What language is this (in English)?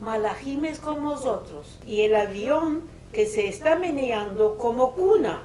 Ladino